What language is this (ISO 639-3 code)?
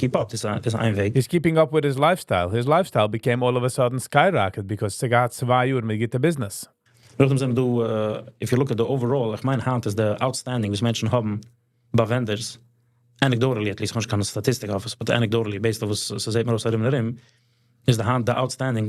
yid